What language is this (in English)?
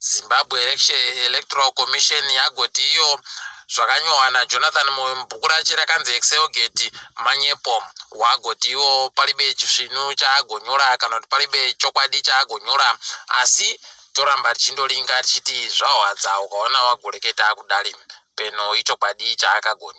Ndau